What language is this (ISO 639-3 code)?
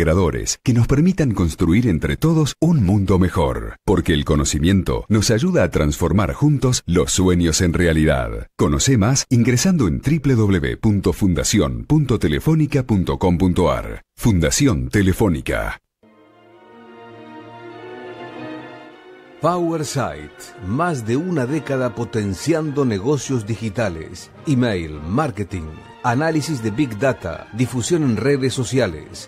spa